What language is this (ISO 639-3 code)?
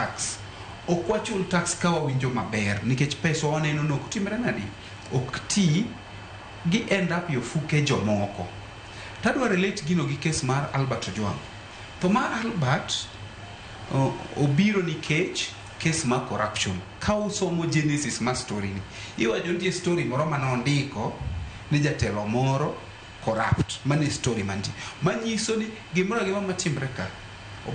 luo